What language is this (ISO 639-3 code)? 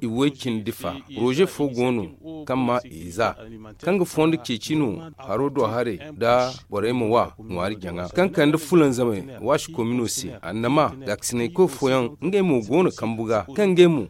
dje